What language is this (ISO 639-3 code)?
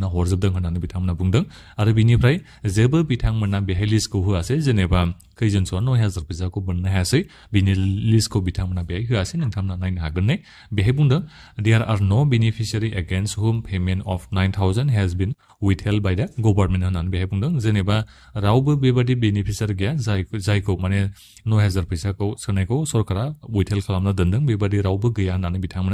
brx